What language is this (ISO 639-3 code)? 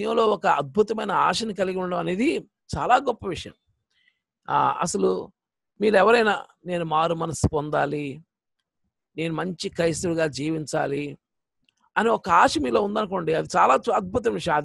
tel